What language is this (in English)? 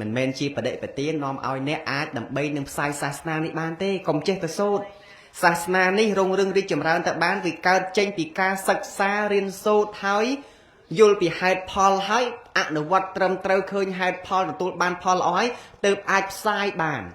Khmer